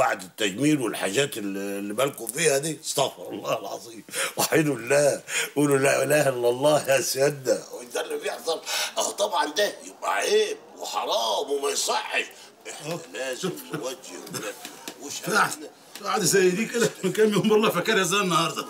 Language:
Egyptian Arabic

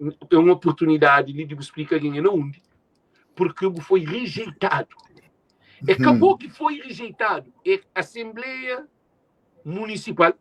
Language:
Kabuverdianu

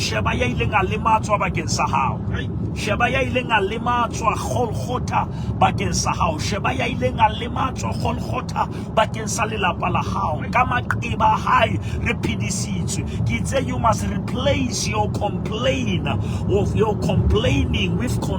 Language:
Southern Sotho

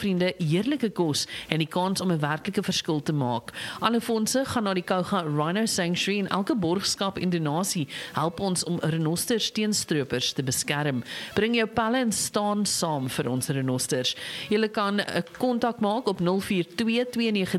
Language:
Afrikaans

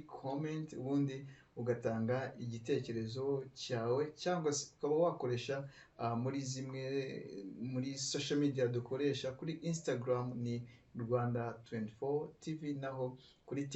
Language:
Kinyarwanda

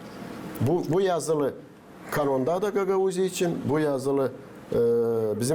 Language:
Gagauz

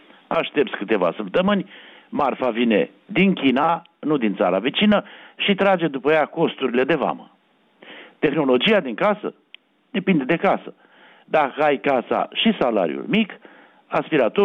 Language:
Romanian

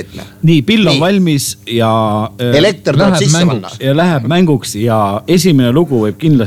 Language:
Estonian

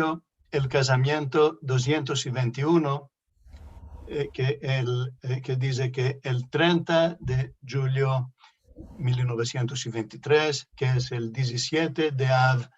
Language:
Ladino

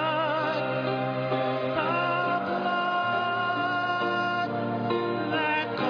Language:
English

